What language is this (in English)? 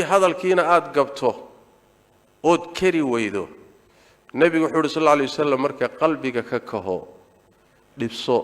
Somali